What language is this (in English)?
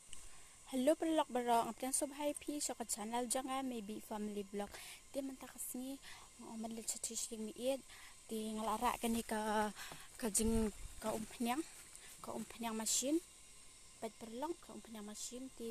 Khasi